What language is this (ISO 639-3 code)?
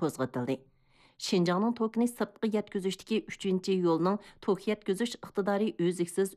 uig